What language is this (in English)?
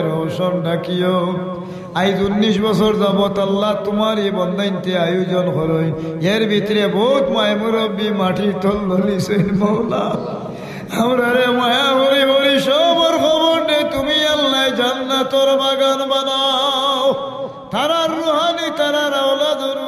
Sylheti